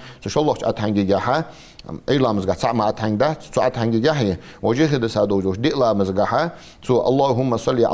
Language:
Ingush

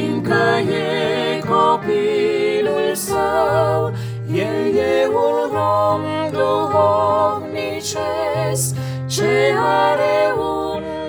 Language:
Romanian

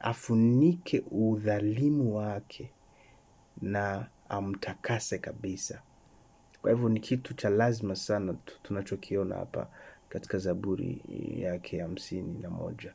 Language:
Swahili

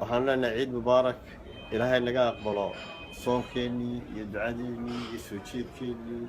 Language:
Somali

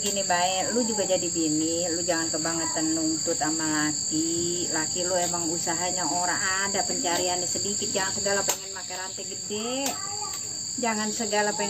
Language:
Betawi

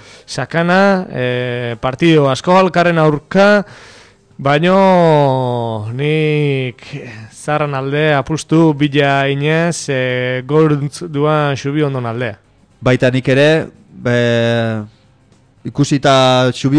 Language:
Basque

